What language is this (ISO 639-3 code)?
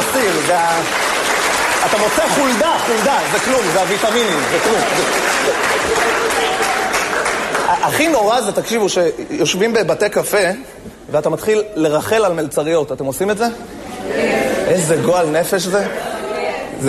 heb